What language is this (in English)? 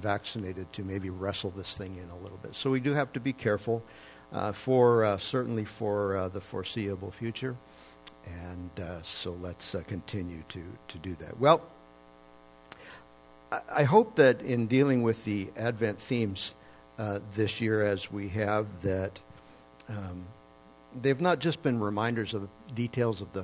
English